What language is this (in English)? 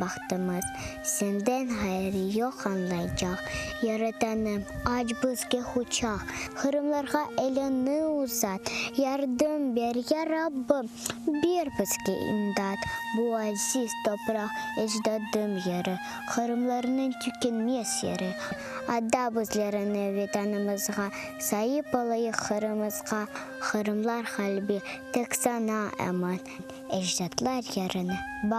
Crimean Tatar